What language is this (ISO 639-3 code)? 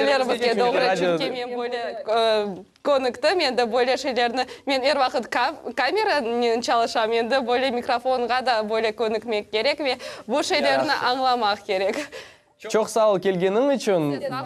crh